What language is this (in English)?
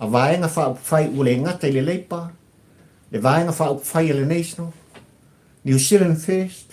Samoan